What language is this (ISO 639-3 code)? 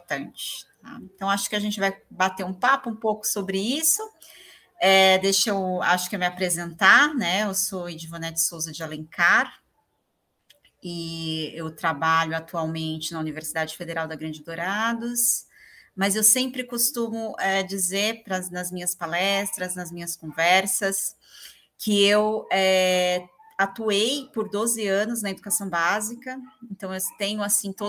por